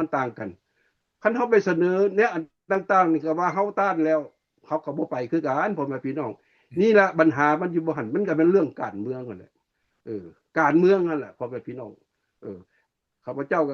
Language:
Lao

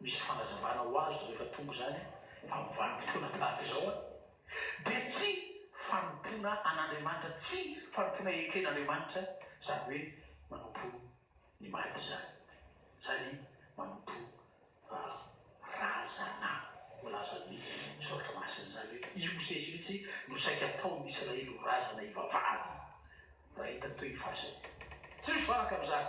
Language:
Malagasy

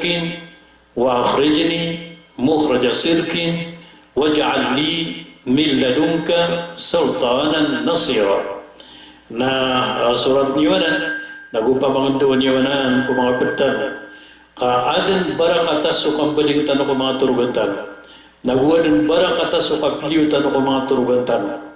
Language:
Maranao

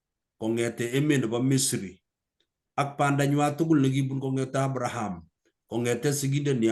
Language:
Kalenjin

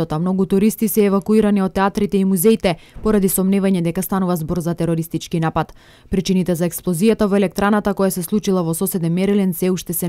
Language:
Macedonian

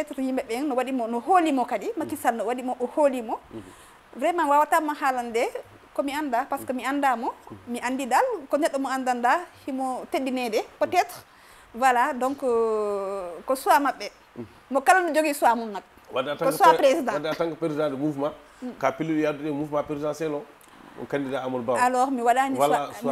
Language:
Fula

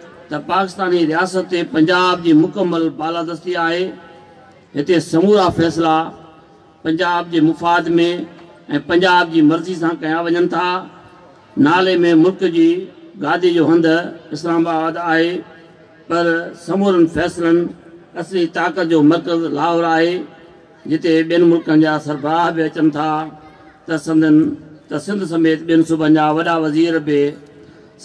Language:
Sindhi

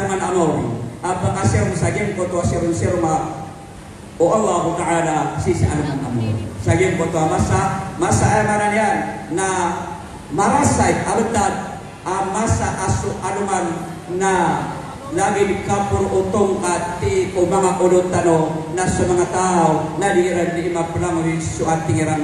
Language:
Maranao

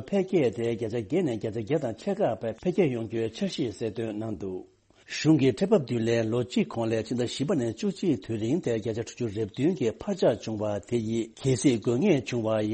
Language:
Tibetan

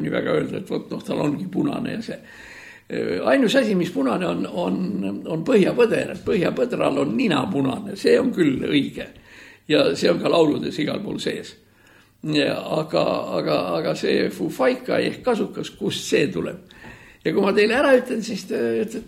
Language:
Estonian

